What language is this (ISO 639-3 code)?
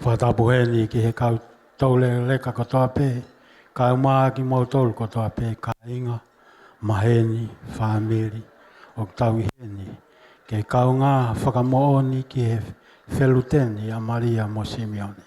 ton